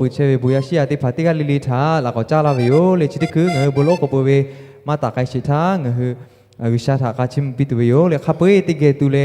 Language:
Lahu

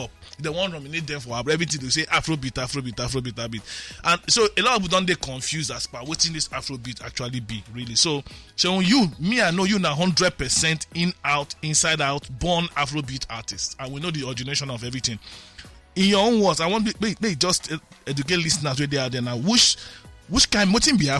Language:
Nigerian Pidgin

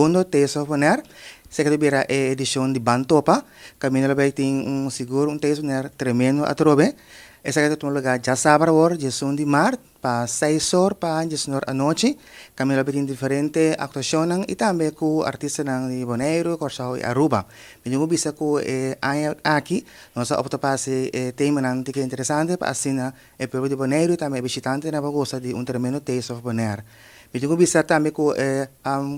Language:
Papiamento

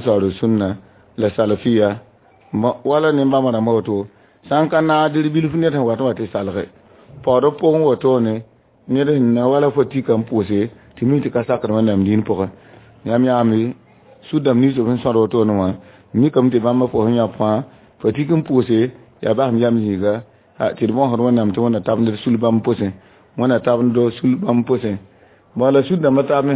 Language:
Mossi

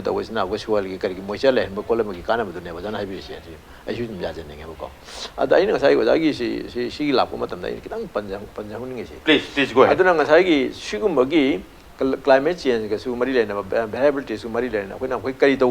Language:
Manipuri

